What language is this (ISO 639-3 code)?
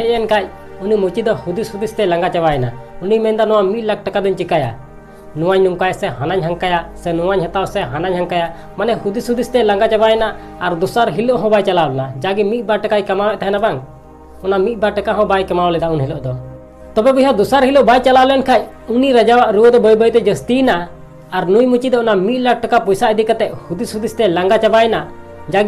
sat